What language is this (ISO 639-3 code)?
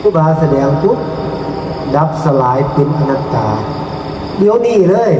tts